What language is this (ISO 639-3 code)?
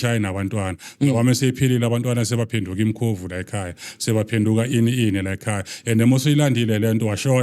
zul